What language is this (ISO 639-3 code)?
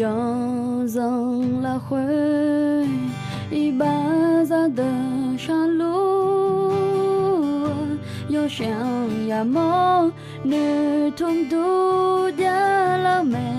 ahk